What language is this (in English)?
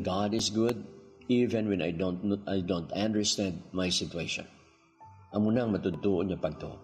Hiligaynon